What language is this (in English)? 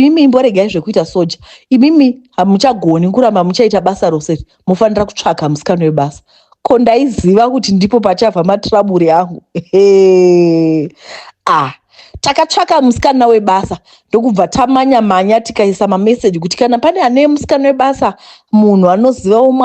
Shona